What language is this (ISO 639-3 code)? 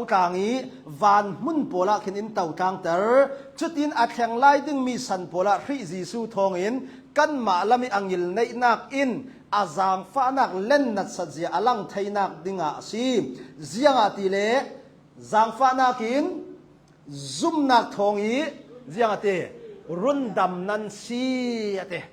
cnh